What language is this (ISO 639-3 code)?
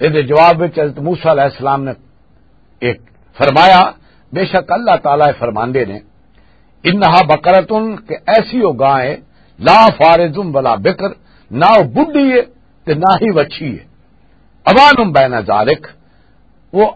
lah